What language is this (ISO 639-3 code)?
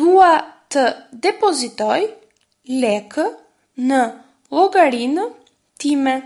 sqi